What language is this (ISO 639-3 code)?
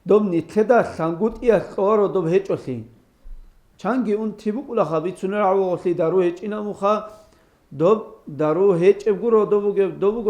ava